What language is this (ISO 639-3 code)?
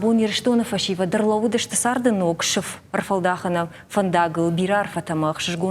oss